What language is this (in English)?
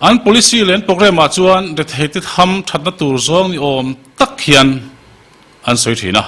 Mizo